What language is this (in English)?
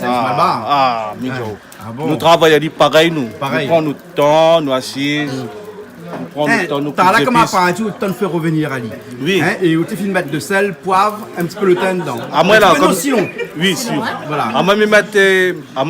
Réunion Creole French